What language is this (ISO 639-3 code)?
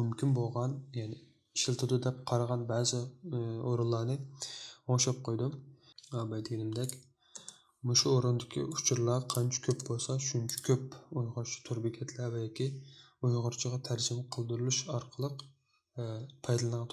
uig